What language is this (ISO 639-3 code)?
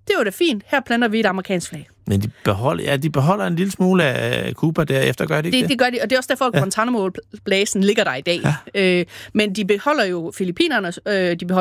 dan